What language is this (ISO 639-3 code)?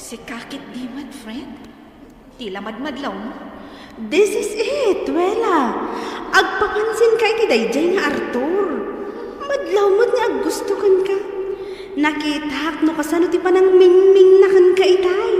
ilo